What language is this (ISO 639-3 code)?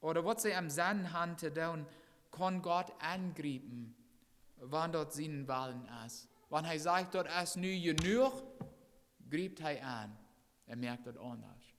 pdt